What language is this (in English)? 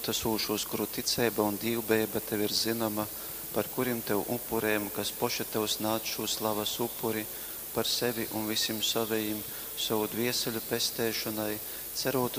Latgalian